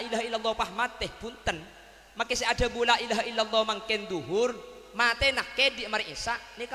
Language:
Madurese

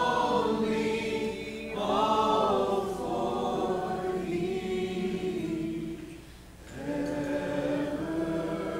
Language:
English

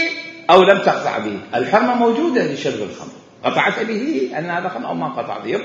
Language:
Mesopotamian Arabic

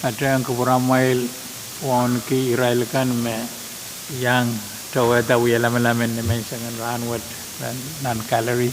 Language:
Pohnpeian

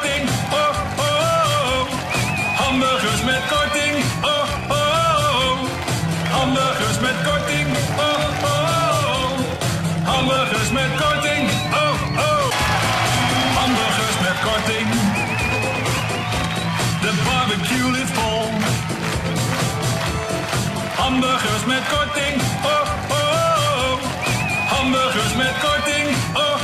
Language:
Dutch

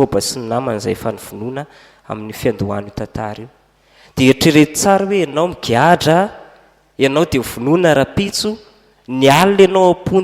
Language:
Malagasy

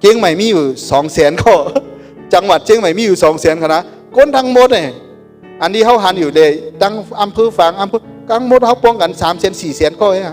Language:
Shan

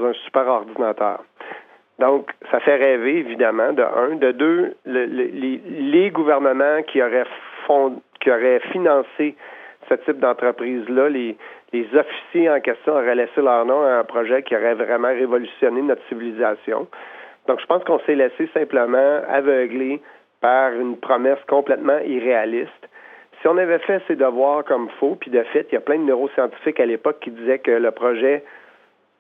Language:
French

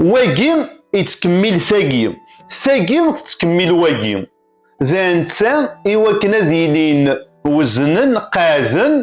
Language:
Kabyle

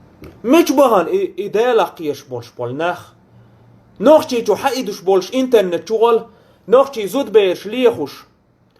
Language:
Chechen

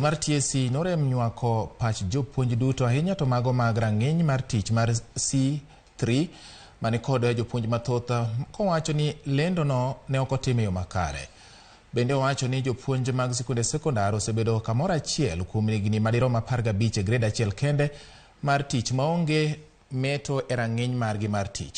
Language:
Luo (Kenya and Tanzania)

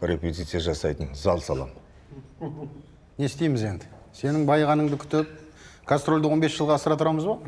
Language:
Kazakh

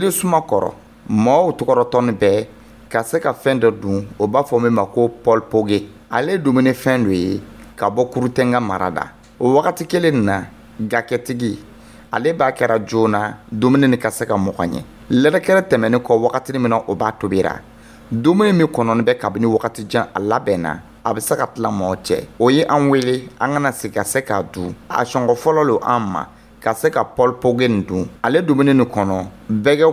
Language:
Dyula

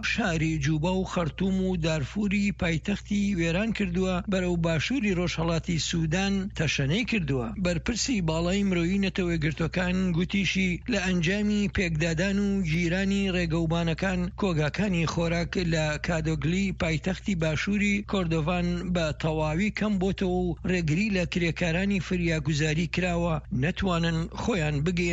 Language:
Central Kurdish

